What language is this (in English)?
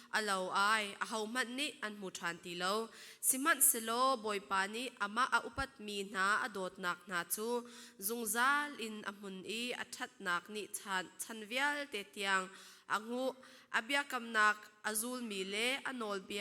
Falam Chin